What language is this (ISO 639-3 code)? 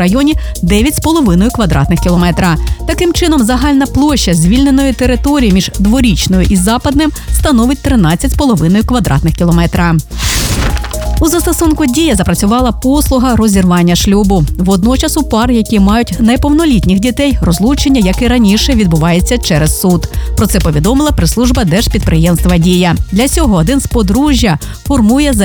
ukr